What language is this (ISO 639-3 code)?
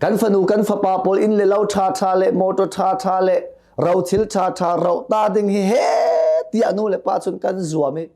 cnh